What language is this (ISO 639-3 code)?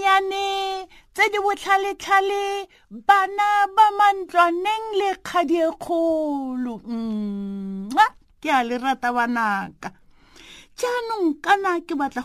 tsn